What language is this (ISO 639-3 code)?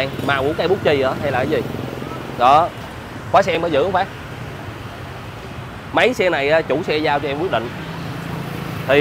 vie